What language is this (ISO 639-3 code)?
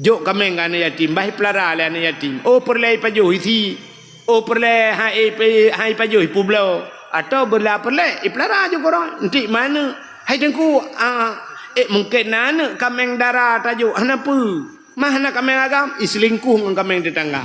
ace